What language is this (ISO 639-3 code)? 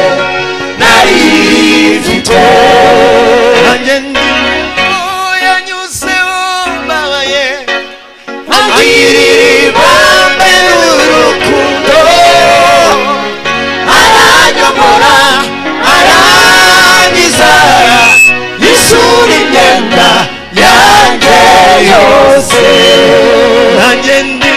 kin